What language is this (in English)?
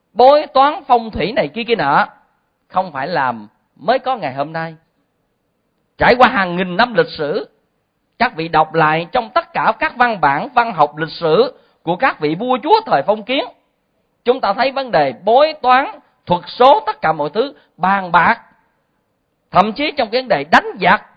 Vietnamese